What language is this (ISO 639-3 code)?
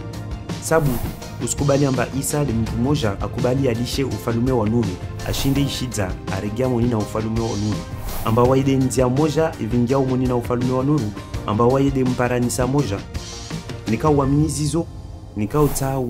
swb